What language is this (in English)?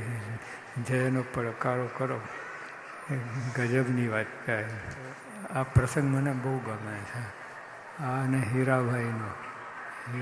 Gujarati